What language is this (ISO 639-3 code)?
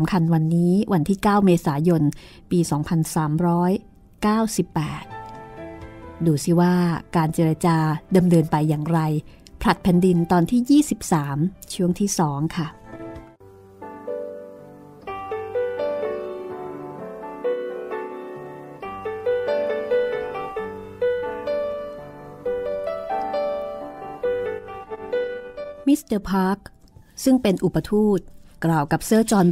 tha